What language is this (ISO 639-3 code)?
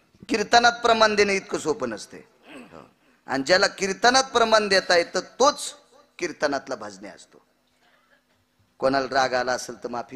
mar